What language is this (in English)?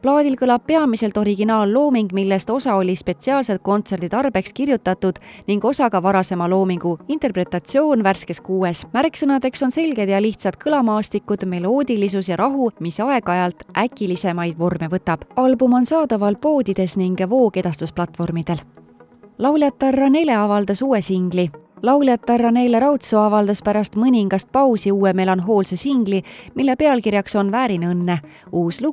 Estonian